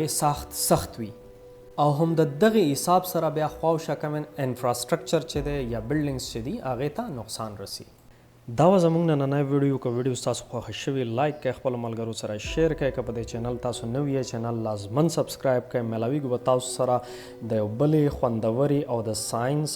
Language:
Pashto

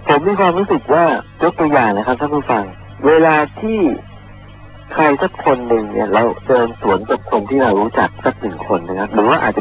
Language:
Thai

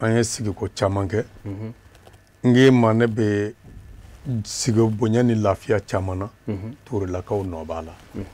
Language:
Bambara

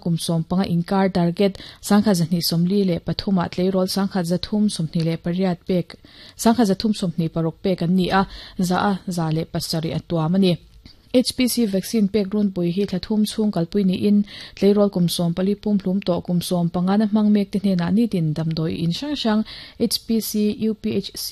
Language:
Mizo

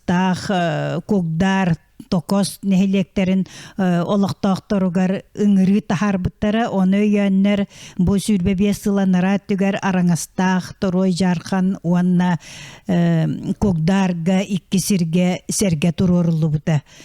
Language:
Yakut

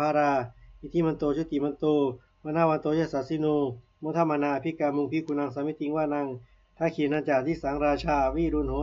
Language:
Pali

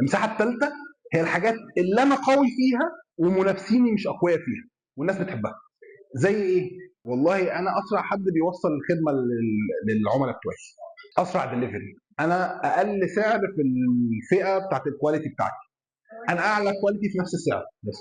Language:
Egyptian Arabic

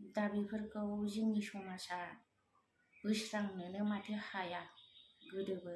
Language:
Bodo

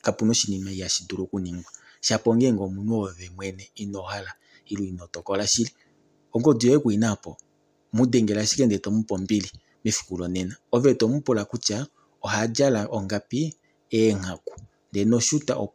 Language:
Kuanyama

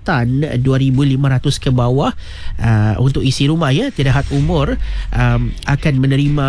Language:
Malay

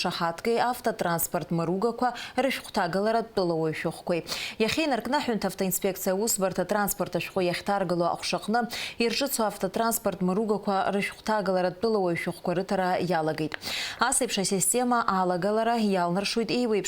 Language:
Abkhazian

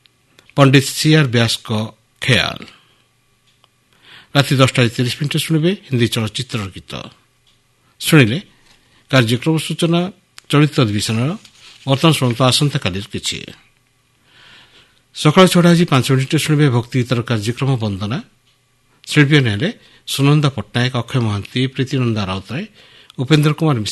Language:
Odia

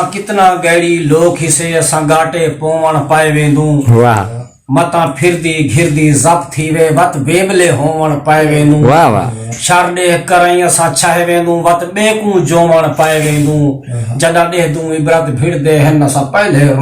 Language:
Saraiki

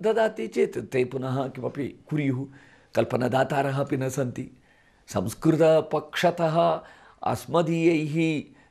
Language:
Sanskrit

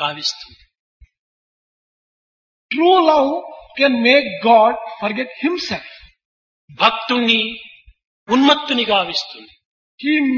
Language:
Telugu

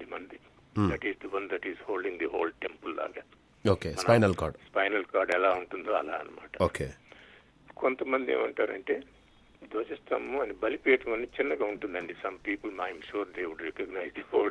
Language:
Telugu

